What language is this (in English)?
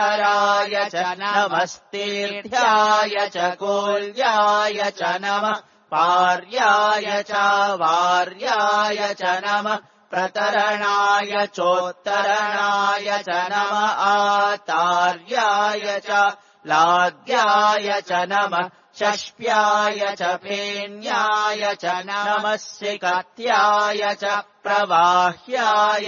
Sanskrit